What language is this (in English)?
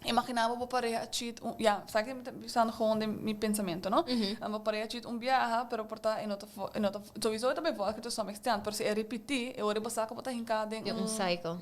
Papiamento